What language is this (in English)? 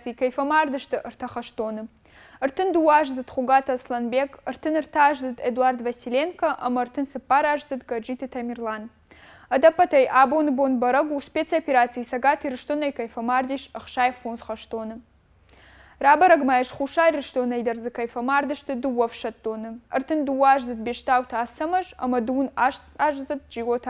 Ossetic